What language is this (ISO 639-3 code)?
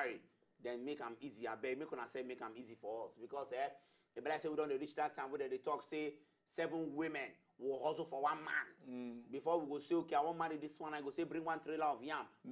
pcm